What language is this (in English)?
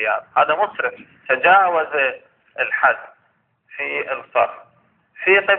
Arabic